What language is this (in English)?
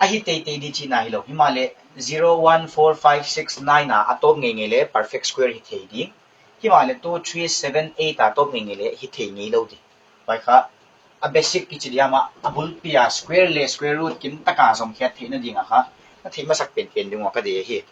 Paite Chin